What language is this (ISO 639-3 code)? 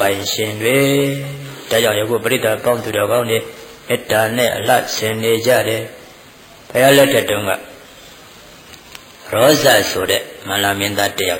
mya